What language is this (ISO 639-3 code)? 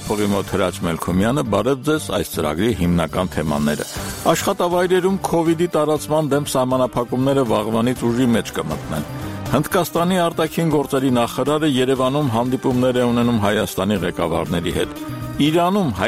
hye